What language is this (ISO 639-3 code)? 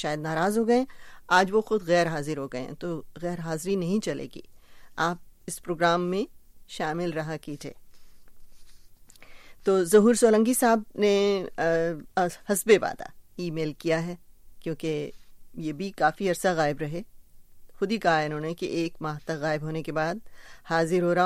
urd